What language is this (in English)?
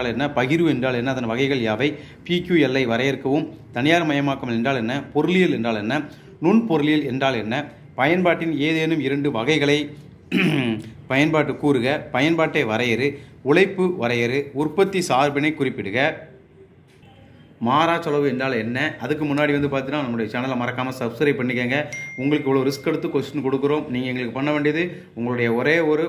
Tamil